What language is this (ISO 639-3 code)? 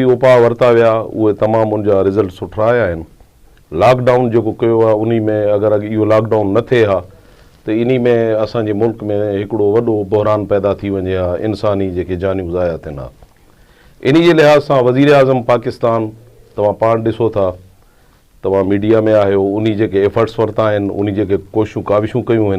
snd